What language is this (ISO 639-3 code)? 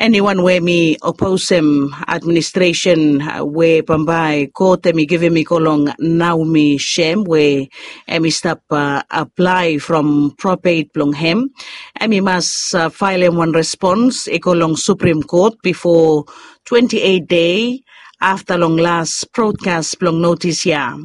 bis